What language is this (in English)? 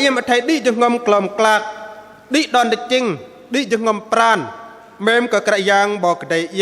Bahnar